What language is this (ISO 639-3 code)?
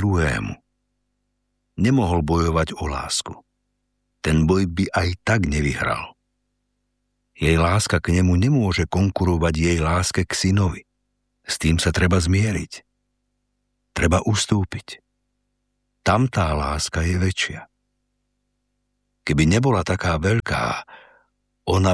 slk